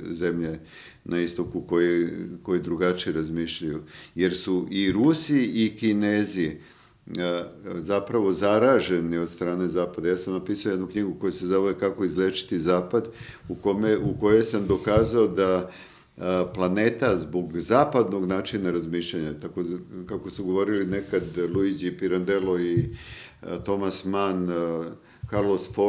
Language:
Serbian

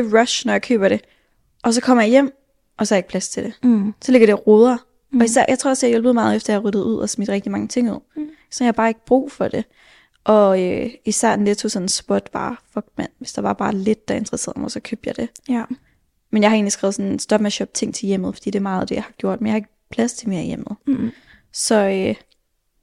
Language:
Danish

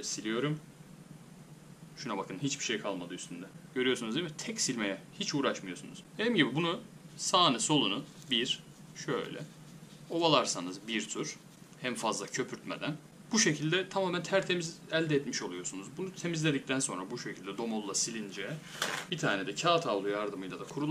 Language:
Turkish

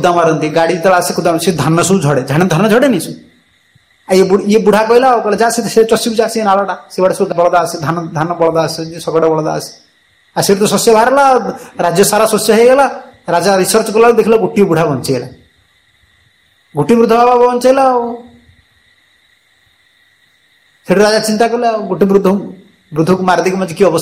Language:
Odia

